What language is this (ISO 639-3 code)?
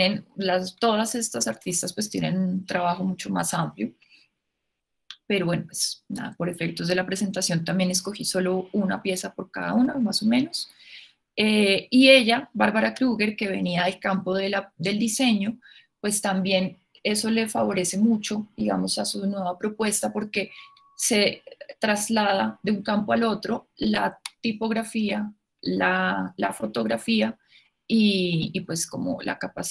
spa